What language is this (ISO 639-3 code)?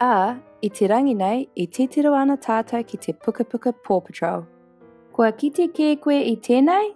mri